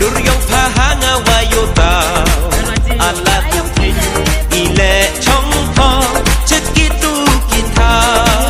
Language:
Khasi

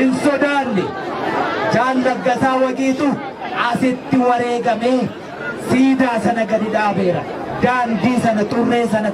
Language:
Oromo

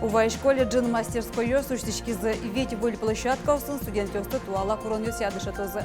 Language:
Udmurt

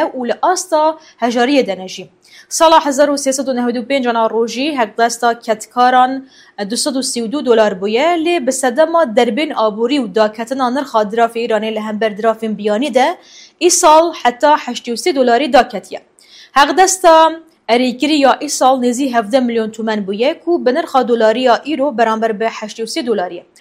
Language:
Kurdish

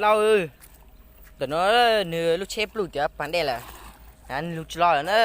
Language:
Hmong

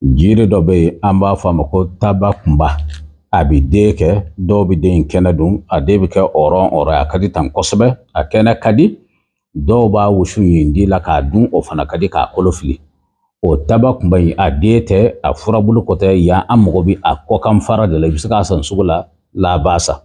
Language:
Bambara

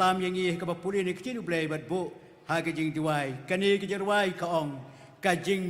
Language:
Khasi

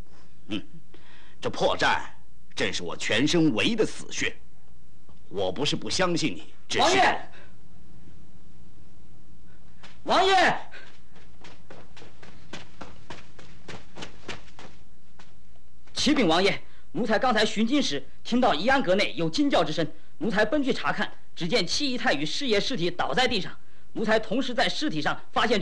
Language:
Chinese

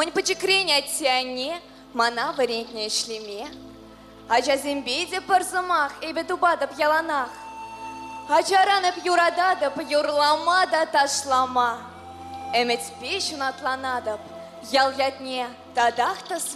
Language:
Chuvash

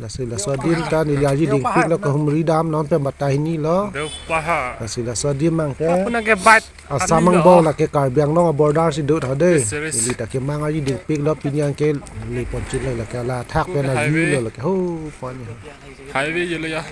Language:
Karbi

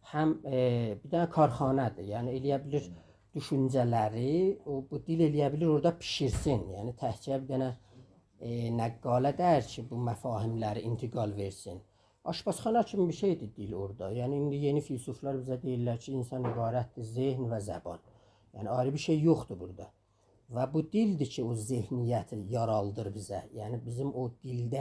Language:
South Azerbaijani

